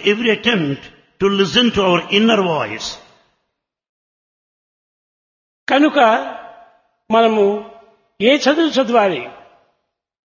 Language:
Telugu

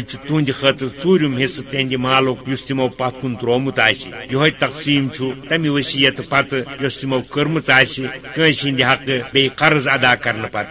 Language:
Kashmiri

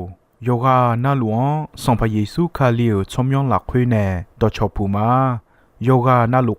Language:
Akha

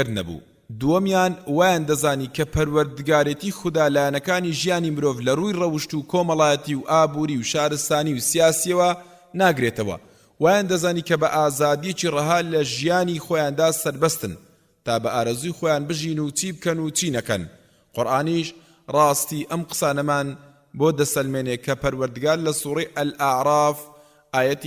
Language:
Central Kurdish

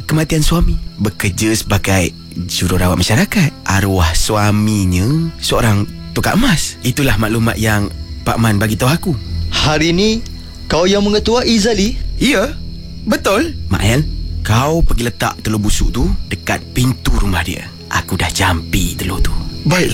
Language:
Malay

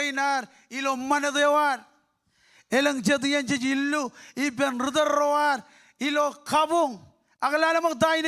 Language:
Marshallese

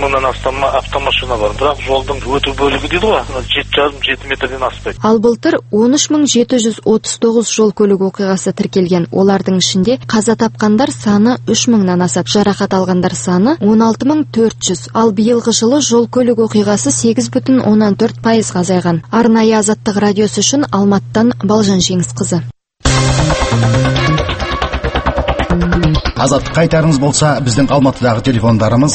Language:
Kazakh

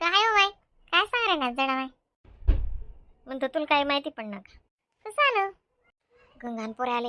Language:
Khandesi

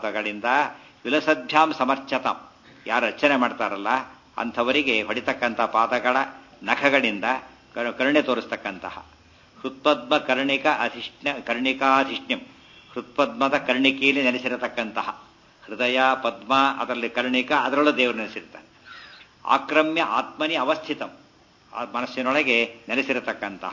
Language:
Kannada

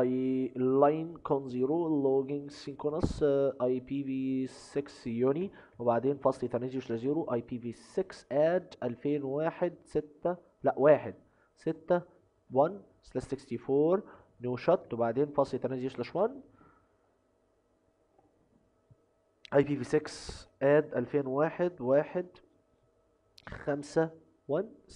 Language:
Egyptian Arabic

